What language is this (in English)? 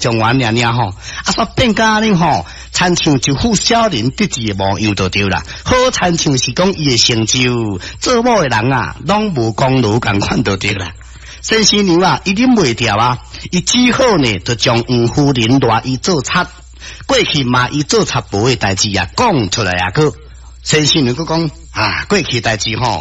Min Nan Chinese